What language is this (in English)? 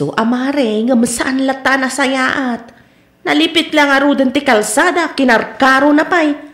Iloko